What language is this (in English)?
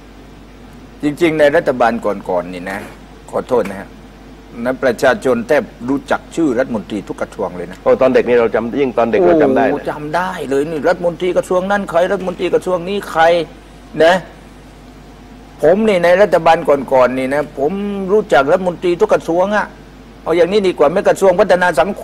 Thai